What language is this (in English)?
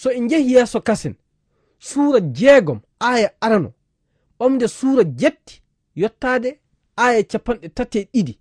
Fula